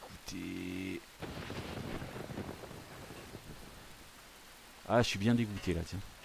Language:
French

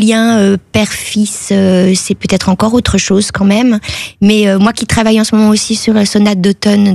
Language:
French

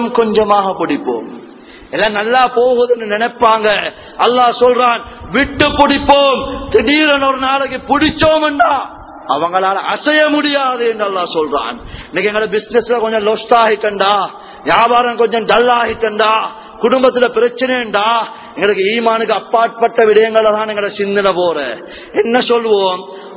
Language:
Tamil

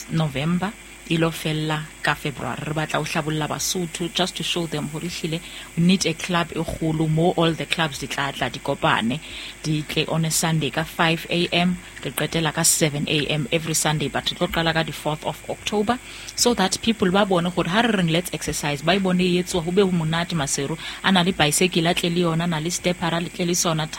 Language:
Southern Sotho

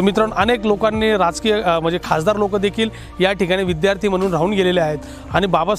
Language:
Marathi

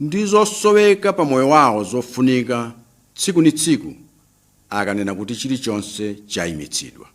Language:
Nyanja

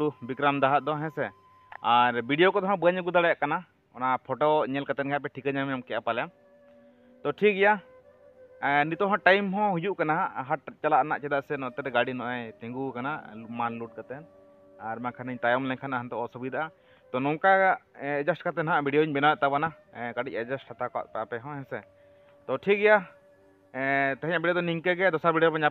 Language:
Santali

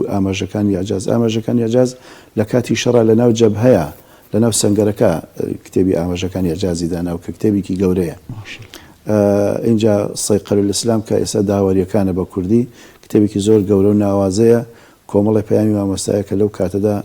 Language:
Central Kurdish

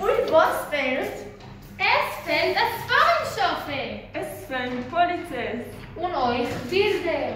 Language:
Yiddish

